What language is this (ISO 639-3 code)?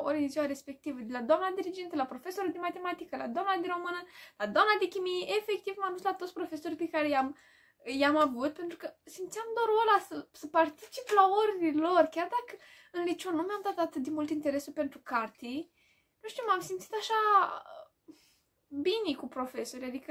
ron